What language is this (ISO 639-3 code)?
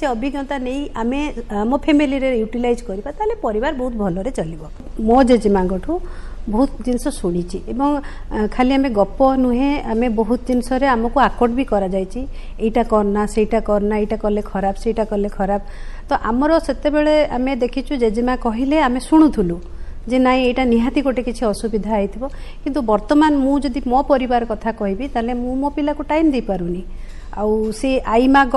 ori